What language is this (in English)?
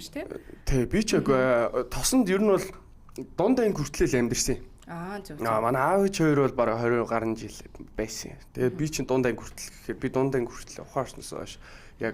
Mongolian